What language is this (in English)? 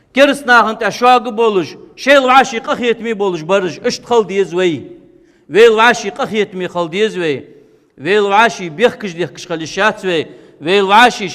Ingush